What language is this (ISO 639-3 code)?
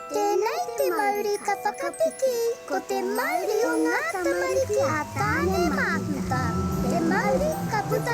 mri